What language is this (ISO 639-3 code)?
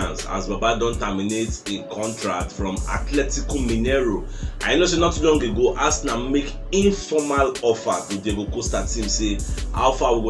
pcm